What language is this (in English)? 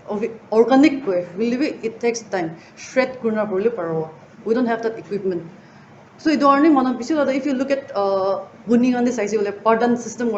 Naga Pidgin